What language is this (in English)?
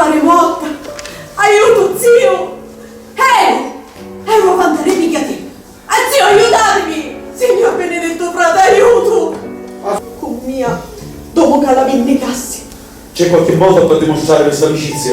Sicilian